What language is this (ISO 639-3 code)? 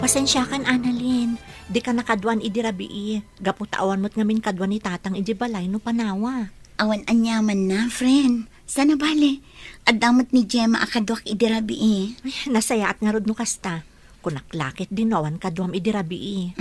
ilo